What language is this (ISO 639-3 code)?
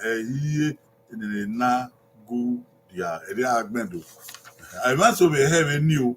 bin